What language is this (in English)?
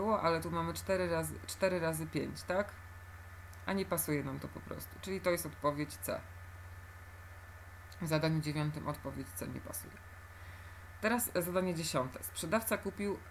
Polish